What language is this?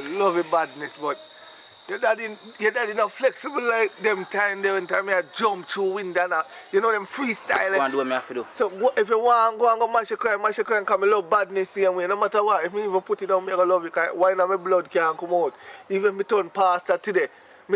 Jamaican Creole English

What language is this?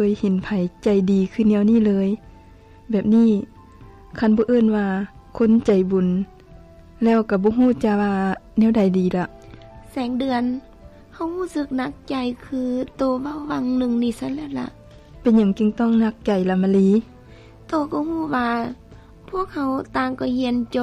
Lao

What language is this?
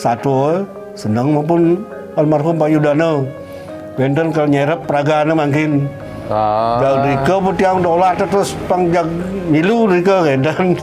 Balinese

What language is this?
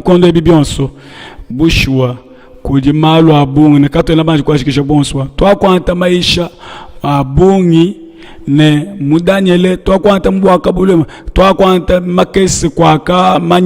Luba-Lulua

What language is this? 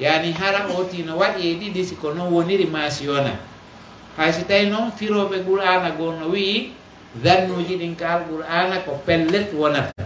Pular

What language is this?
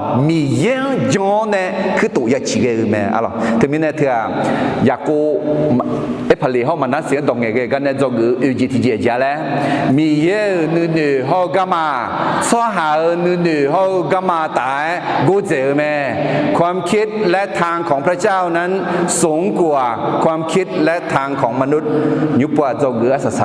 Akha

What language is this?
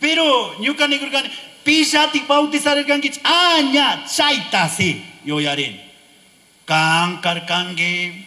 Chimborazo Highland Quichua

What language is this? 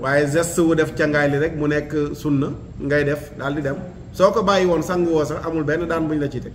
Wolof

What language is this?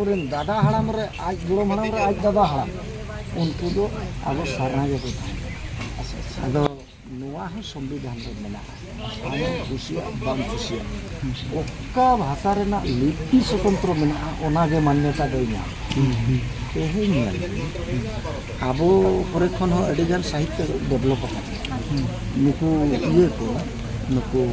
Santali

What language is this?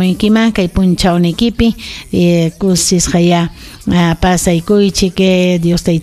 Ayacucho Quechua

